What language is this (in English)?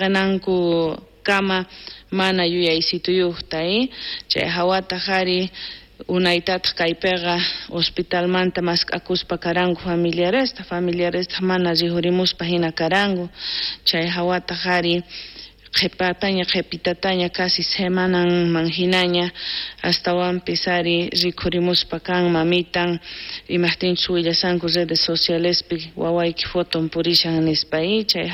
South Bolivian Quechua